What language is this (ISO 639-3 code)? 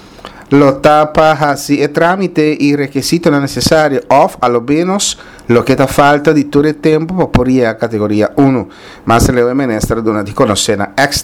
pap